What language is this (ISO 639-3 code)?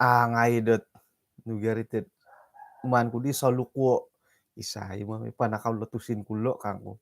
dtp